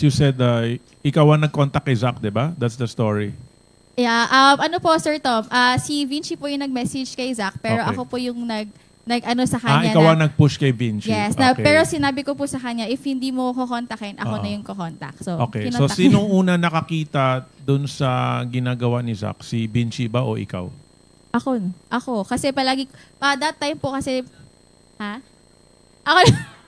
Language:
Filipino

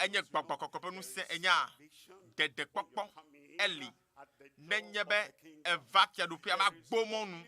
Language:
Ewe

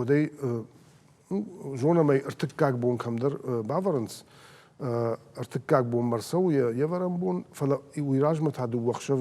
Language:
Ossetic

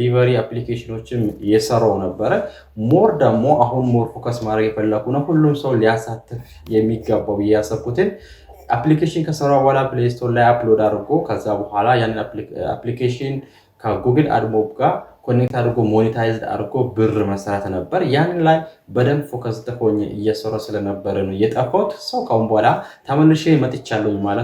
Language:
Amharic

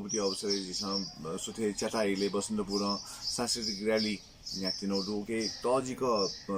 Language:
Newari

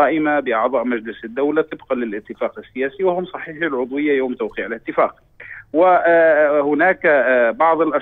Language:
Arabic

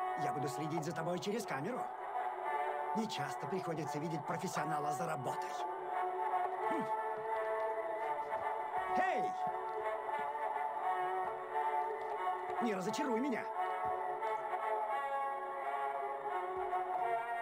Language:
Russian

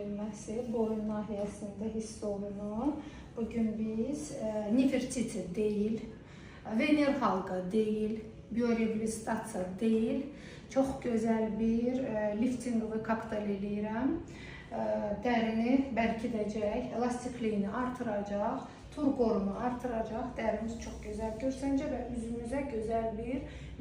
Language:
Azerbaijani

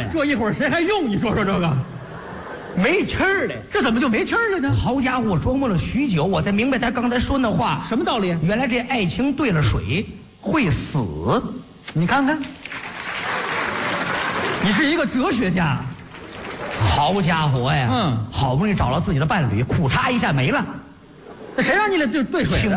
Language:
Chinese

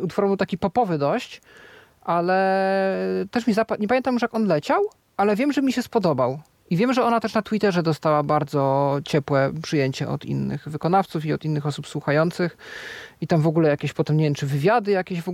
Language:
Polish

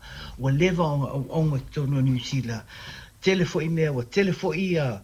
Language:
Samoan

